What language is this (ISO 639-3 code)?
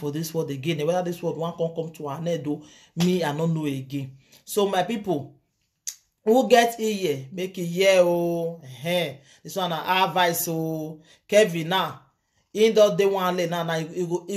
pcm